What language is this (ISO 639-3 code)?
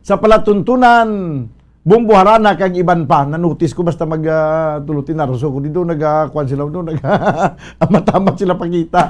hil